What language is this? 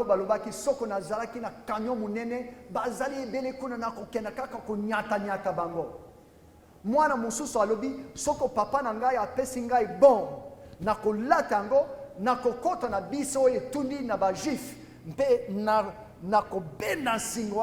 Lingala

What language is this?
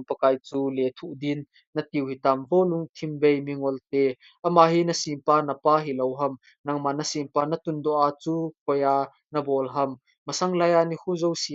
Thado Chin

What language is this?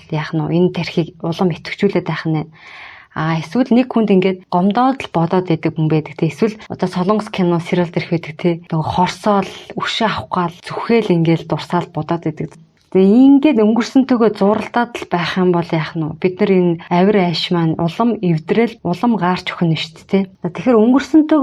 Mongolian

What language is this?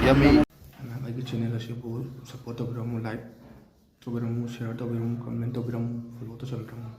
Manipuri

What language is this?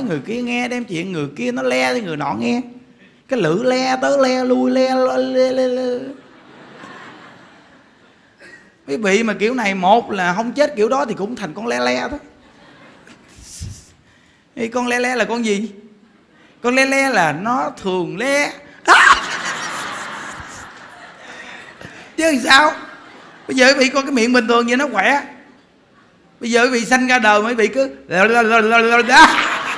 Vietnamese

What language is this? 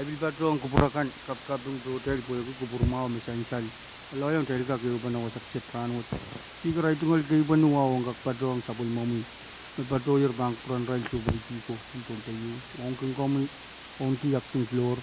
Pohnpeian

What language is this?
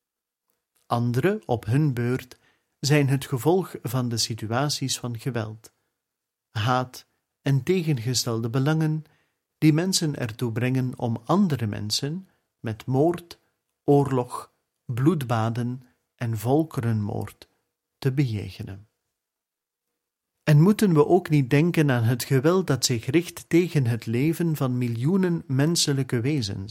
Dutch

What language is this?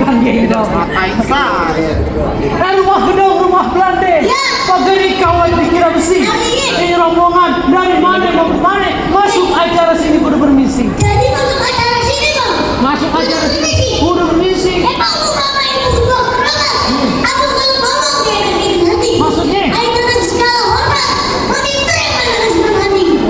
Betawi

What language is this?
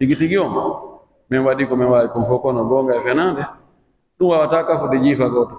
Pular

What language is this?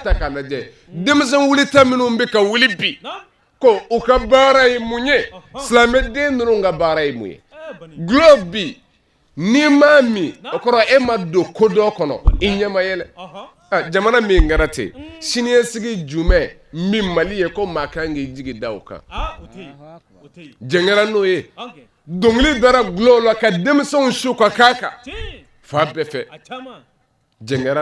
Bambara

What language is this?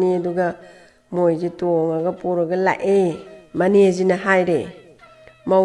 Manipuri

